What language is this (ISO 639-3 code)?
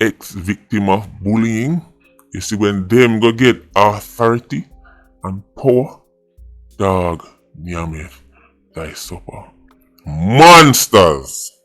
jam